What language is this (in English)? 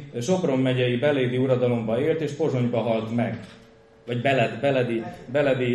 Hungarian